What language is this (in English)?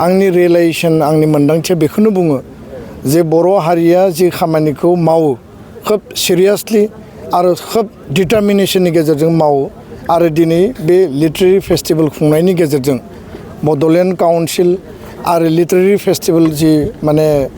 Bodo